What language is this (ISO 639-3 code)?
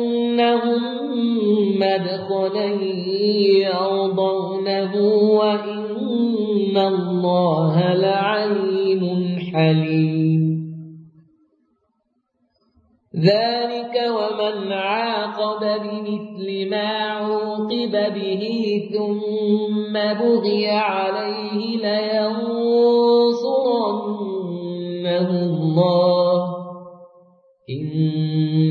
ara